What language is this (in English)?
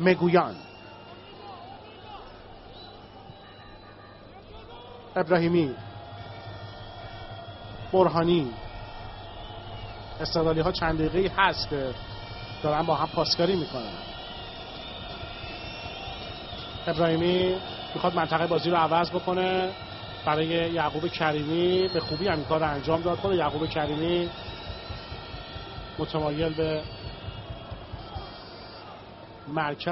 Persian